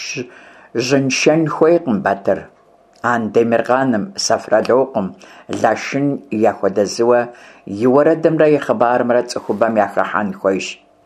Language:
Kabardian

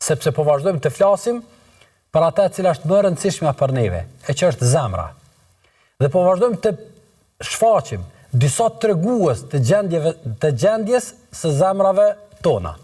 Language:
Albanian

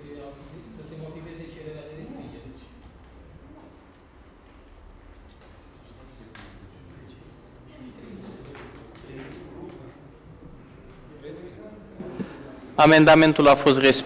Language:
Romanian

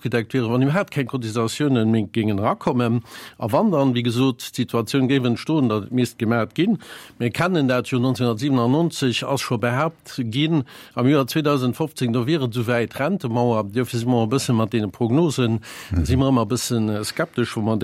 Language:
Luxembourgish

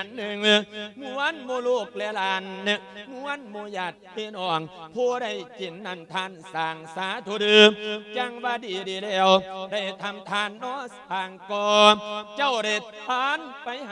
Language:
Lao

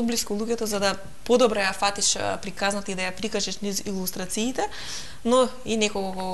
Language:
Macedonian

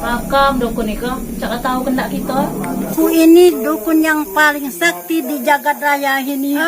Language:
Musi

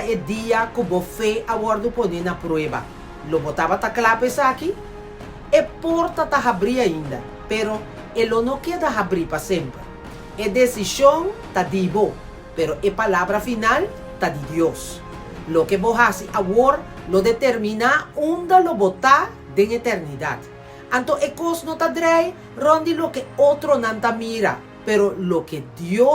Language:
Papiamento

